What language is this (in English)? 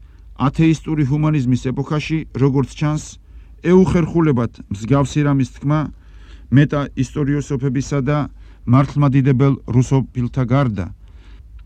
Georgian